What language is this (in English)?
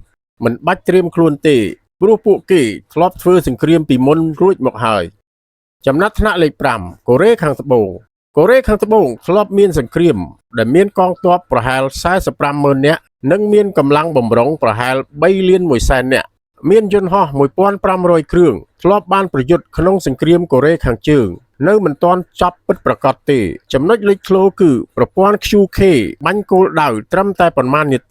Khmer